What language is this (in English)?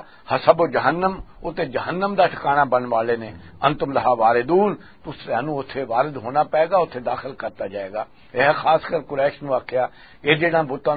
Western Panjabi